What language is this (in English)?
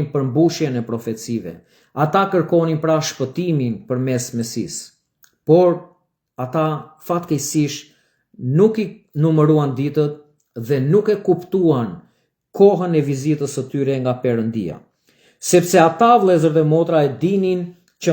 Albanian